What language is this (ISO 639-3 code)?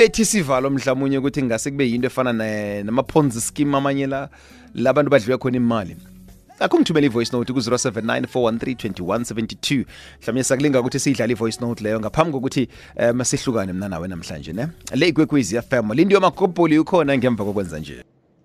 nbl